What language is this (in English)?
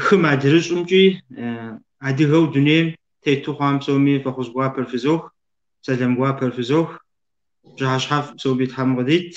Kabardian